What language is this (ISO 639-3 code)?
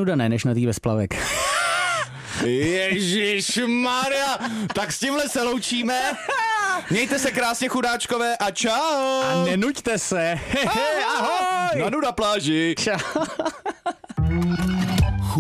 ces